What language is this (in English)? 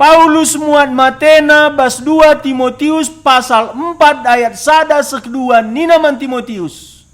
Batak Karo